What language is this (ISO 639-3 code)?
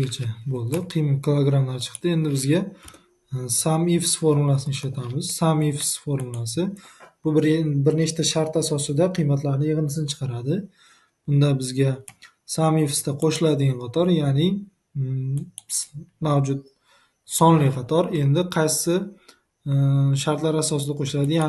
uzb